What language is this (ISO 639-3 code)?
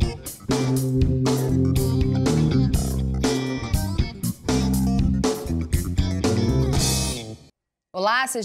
por